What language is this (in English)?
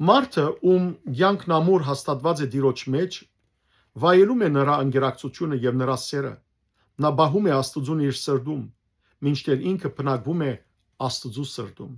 Western Armenian